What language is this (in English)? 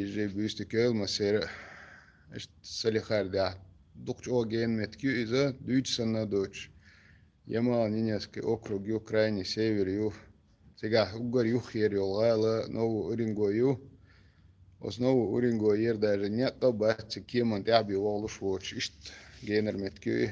Chechen